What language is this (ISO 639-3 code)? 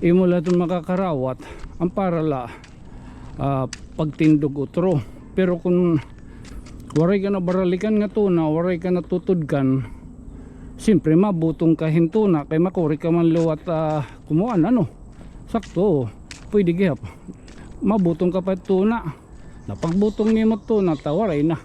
war